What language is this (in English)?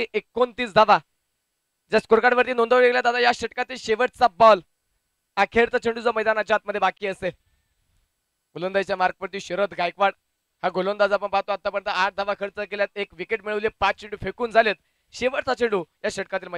Marathi